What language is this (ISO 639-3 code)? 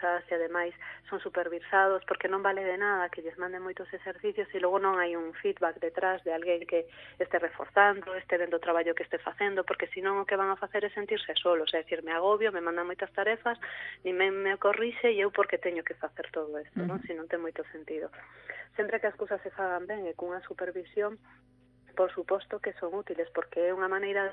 glg